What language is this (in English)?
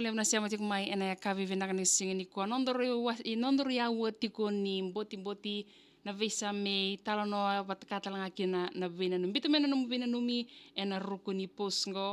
Fijian